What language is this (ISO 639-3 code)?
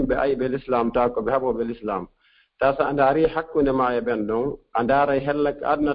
ful